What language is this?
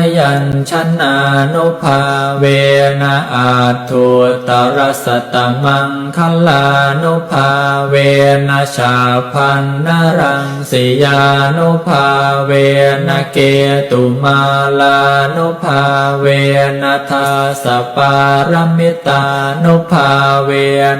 Pali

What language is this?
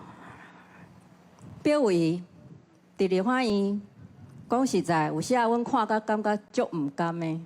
Min Nan Chinese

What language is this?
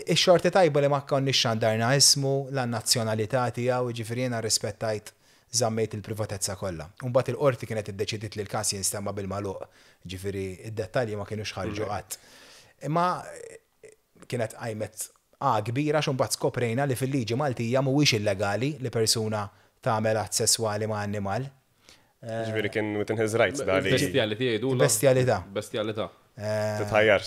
Maltese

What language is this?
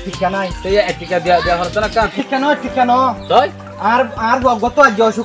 Rohingya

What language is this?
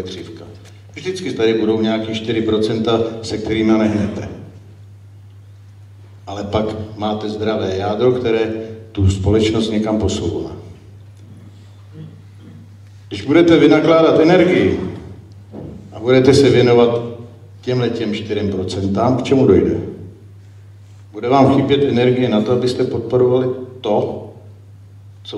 Czech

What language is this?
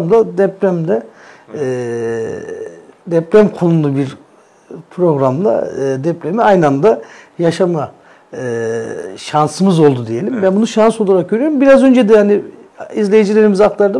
Turkish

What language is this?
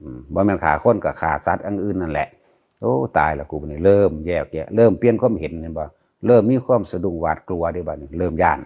Northeastern Thai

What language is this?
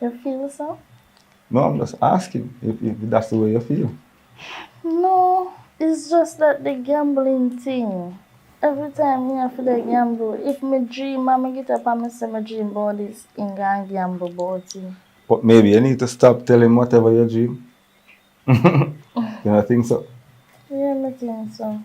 Jamaican Creole English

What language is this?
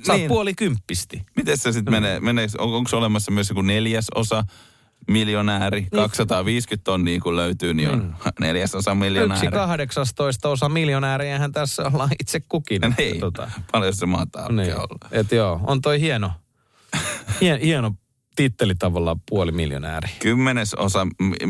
Finnish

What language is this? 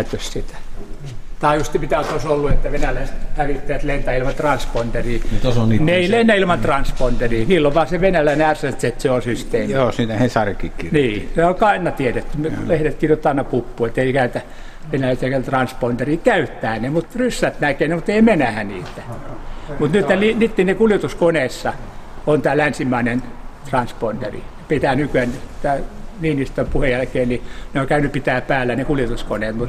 Finnish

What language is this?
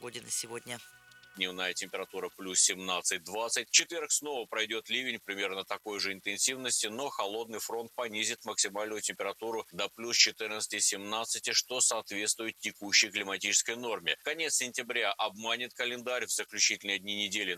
Russian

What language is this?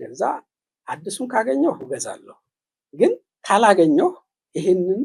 Amharic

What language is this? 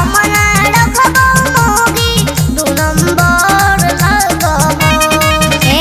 Magahi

